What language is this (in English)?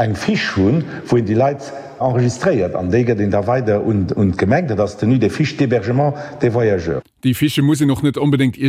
Luxembourgish